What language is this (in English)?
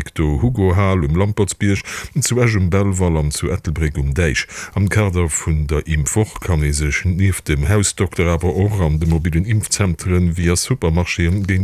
Luxembourgish